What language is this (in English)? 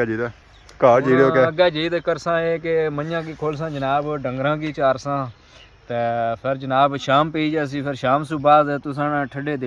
Pahari-Potwari